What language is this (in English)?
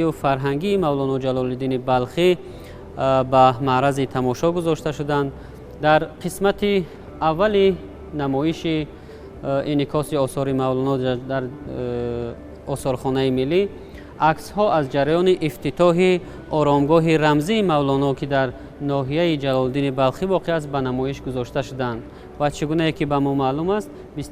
Tajik